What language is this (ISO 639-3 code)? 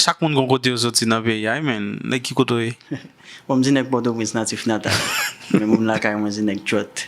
hat